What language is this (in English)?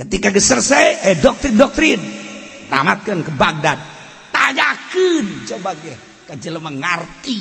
Sundanese